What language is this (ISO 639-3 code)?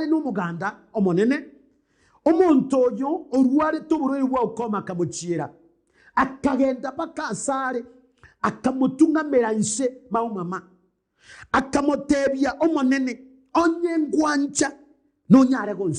guz